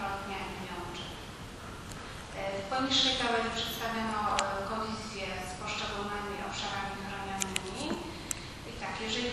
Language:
Polish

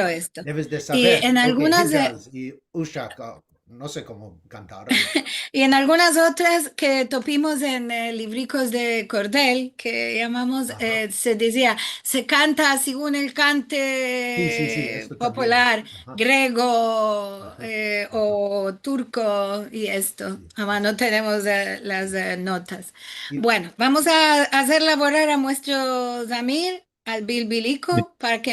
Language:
Ladino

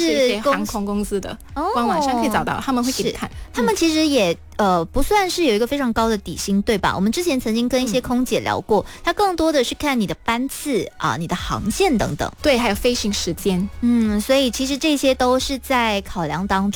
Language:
Chinese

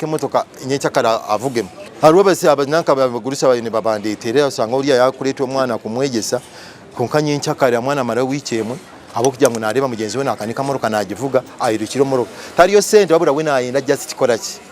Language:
Nyankole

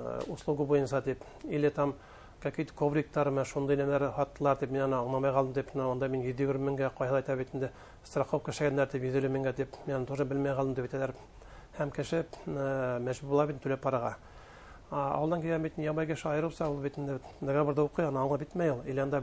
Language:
Bashkir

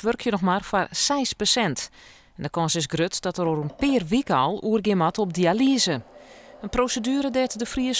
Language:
Western Frisian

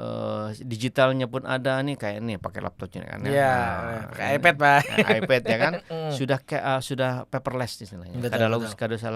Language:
Banjar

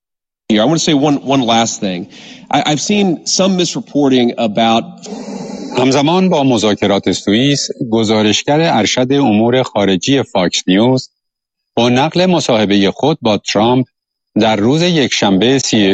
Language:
Persian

